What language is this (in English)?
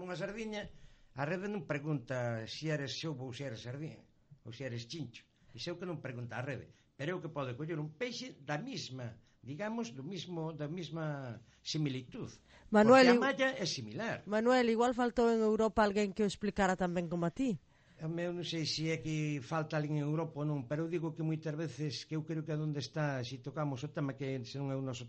Galician